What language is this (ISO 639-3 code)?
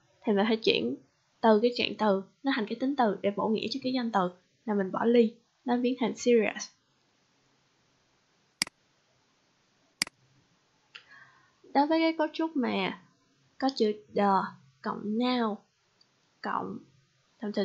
vie